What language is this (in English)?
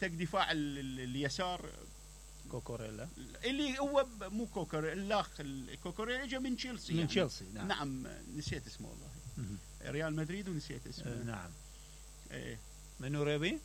Mesopotamian Arabic